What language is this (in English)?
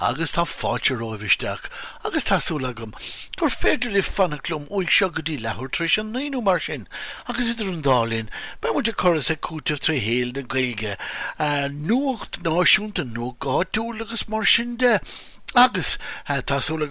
Irish